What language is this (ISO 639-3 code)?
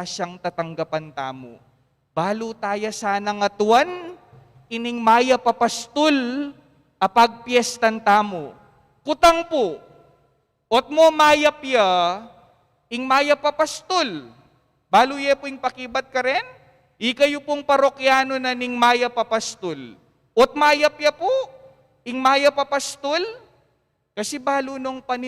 pam